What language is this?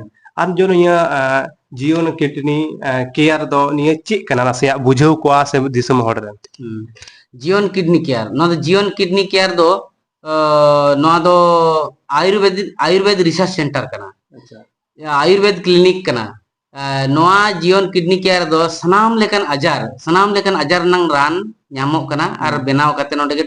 Santali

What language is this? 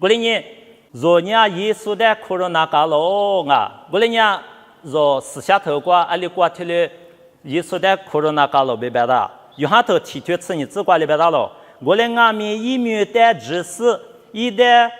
Lisu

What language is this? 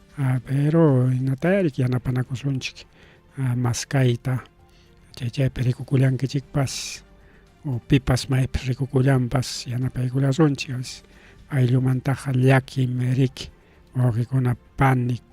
Ayacucho Quechua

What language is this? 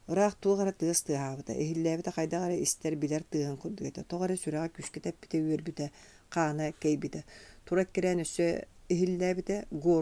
Yakut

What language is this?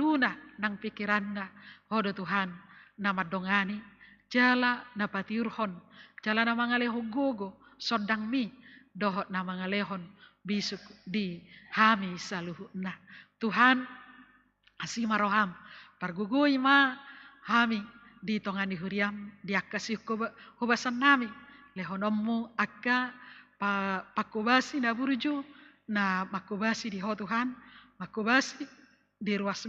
Batak Toba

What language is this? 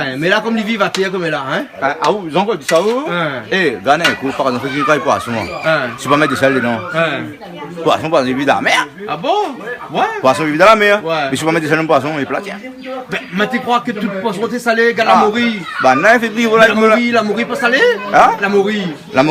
Réunion Creole French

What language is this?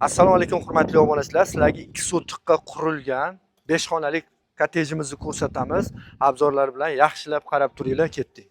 Uzbek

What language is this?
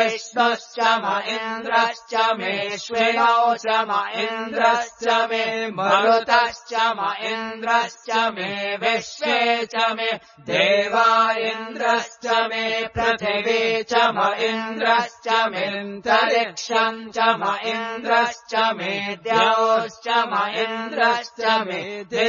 Sanskrit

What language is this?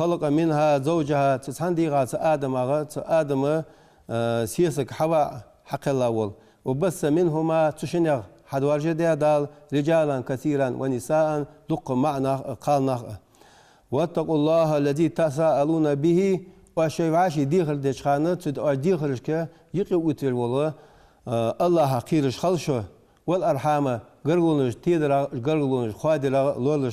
Ingush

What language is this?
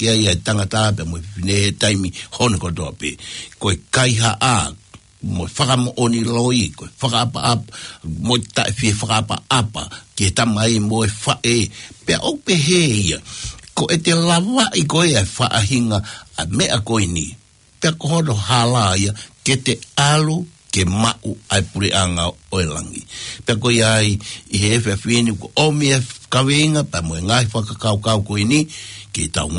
Tongan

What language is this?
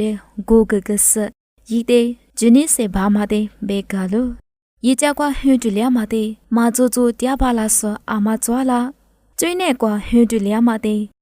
Lisu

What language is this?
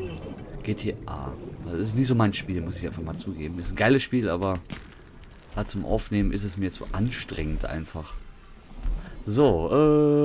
German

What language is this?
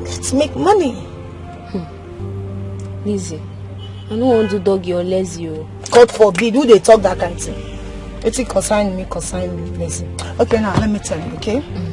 Nigerian Pidgin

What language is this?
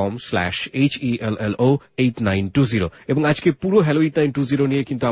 Bangla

